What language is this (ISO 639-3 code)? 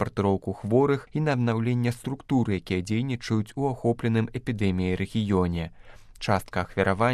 bel